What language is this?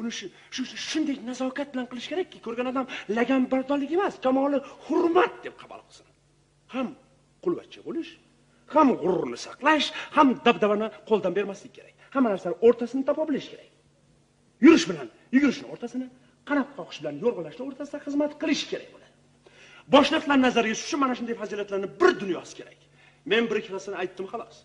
Uzbek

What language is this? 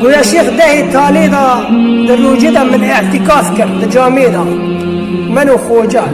Kurdish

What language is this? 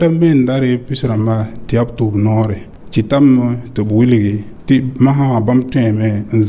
Mossi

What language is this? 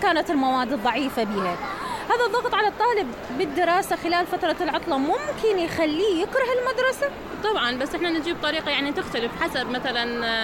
Mesopotamian Arabic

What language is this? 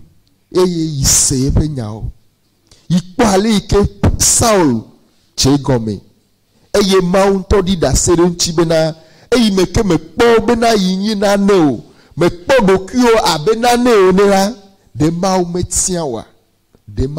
Ewe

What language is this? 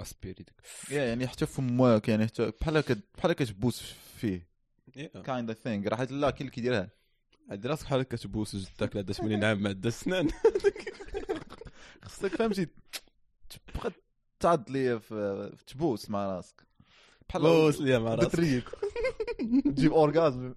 Moroccan Arabic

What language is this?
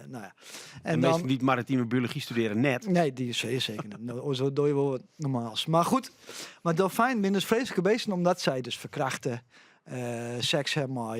Western Frisian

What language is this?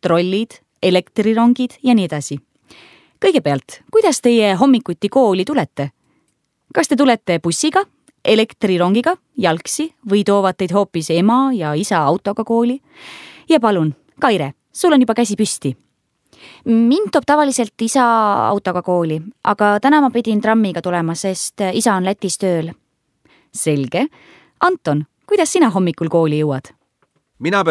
Estonian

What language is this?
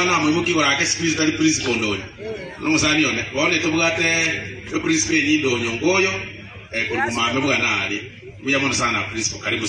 Gusii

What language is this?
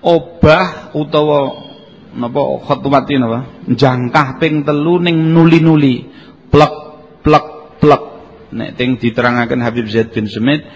Javanese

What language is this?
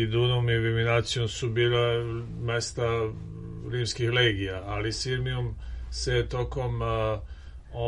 Serbian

